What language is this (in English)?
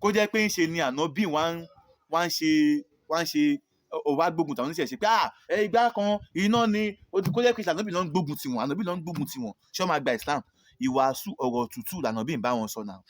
Yoruba